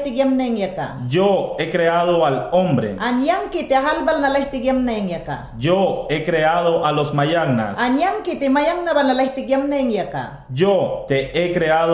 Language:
Mayangna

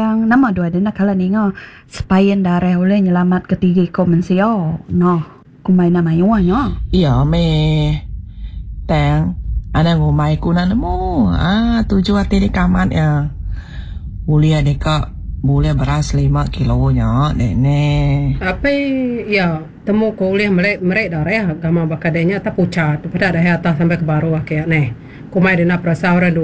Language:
Iban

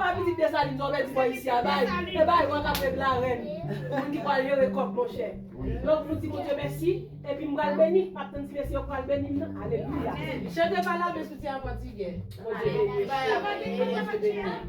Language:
Haitian Creole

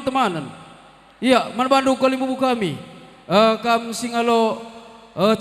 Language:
Batak Karo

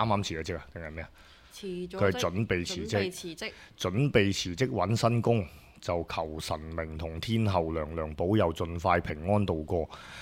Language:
Cantonese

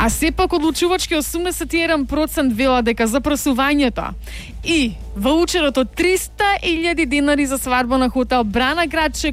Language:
Macedonian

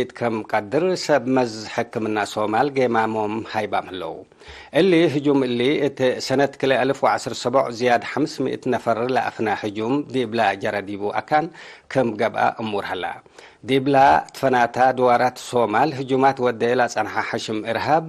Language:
Tigre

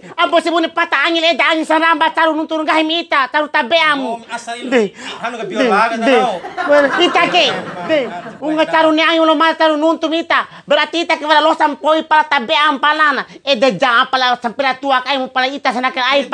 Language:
Bima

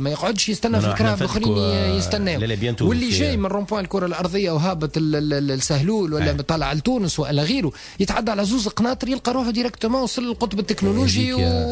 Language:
Tunisian Arabic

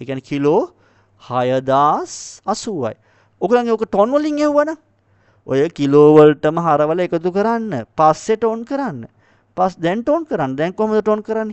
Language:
Sinhala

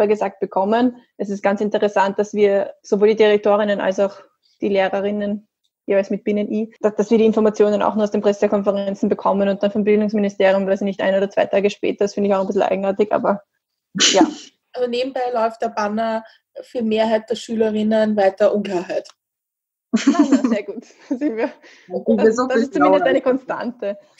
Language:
German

